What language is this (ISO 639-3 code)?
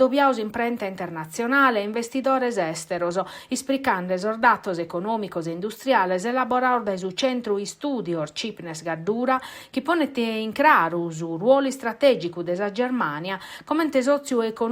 srd